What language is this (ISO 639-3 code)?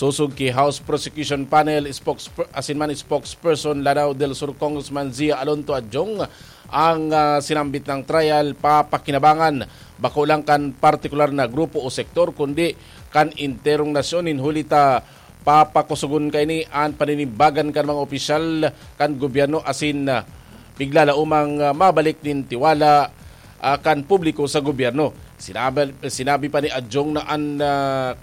bik